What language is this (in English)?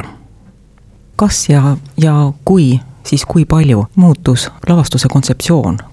Estonian